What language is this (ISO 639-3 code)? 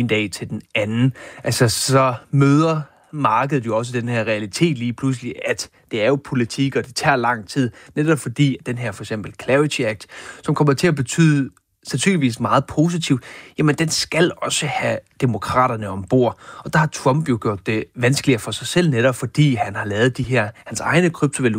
dan